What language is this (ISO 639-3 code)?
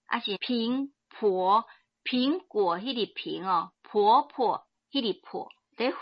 nan